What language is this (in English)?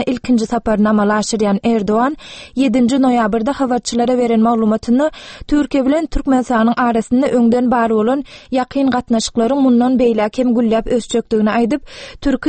Turkmen